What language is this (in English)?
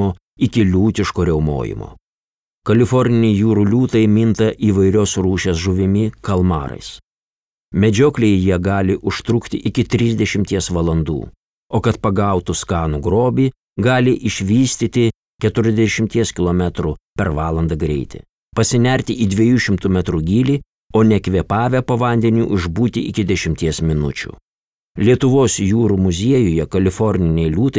Lithuanian